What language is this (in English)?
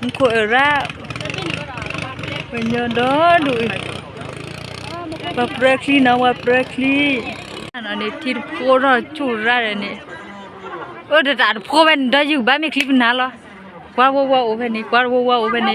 S'gaw Karen